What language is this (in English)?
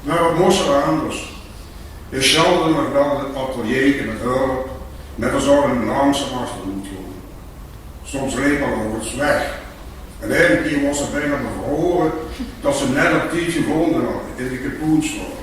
Limburgish